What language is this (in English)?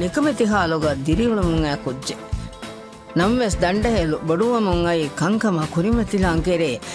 Divehi